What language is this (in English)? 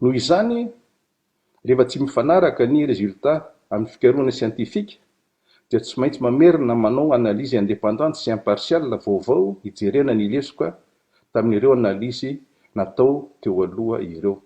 Malagasy